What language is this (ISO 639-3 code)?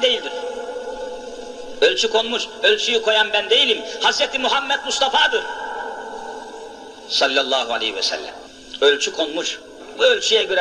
tur